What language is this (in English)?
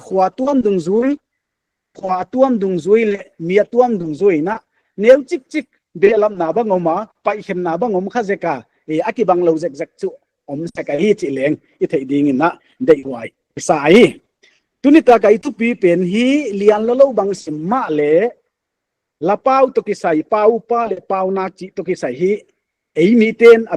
Paite Chin